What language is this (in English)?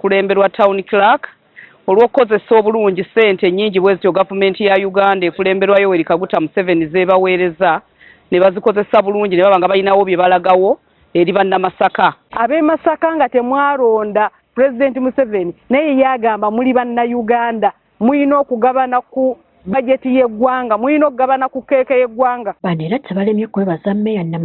Ganda